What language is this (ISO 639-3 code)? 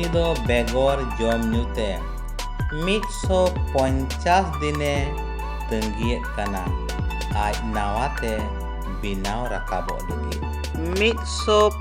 sat